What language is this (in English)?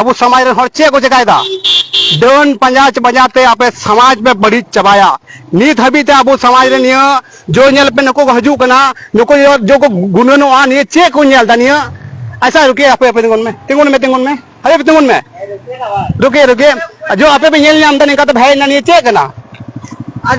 Santali